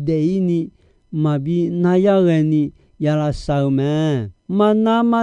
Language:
Akha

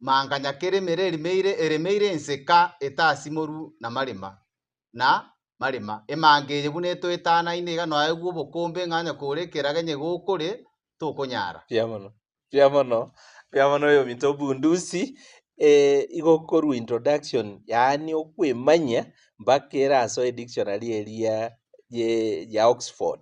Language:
Gusii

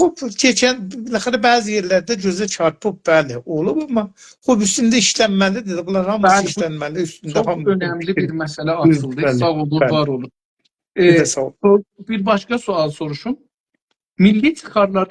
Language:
South Azerbaijani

